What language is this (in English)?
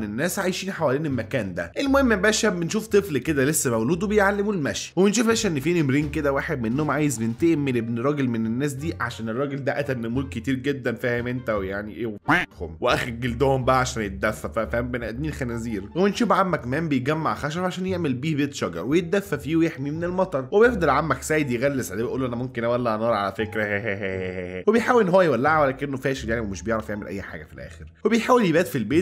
Egyptian Arabic